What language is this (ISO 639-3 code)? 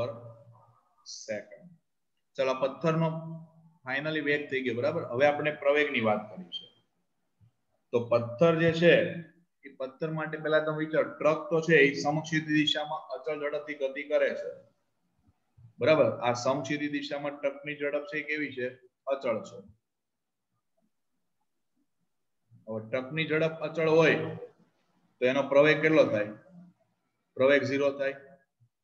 guj